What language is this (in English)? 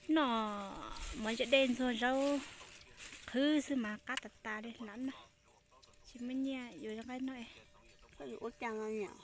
Hmong